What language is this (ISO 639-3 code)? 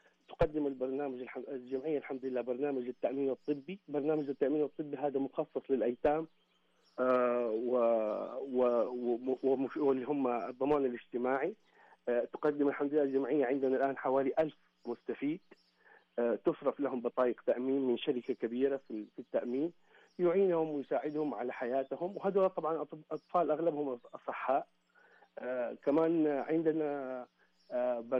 ars